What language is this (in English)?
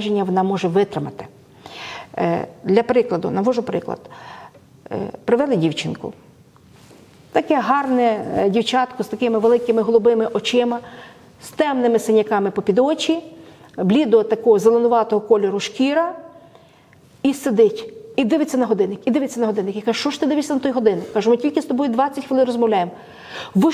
Ukrainian